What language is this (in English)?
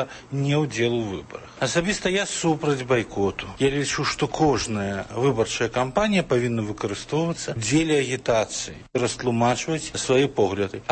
Belarusian